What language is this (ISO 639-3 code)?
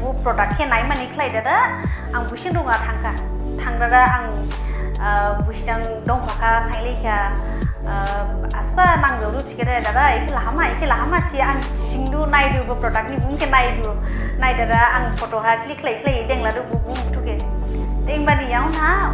dis